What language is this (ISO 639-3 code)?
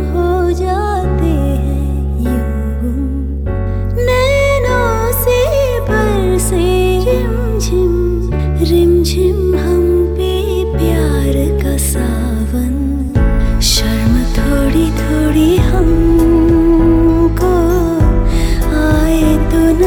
hin